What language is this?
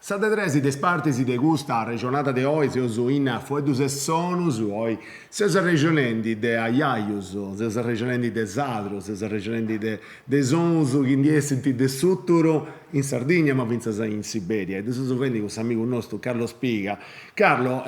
Sardinian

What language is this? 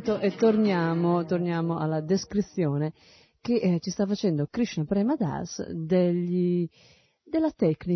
Italian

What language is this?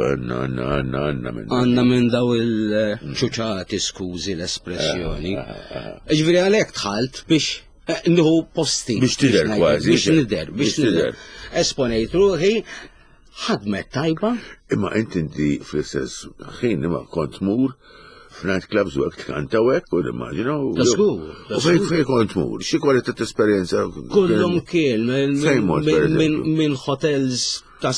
Maltese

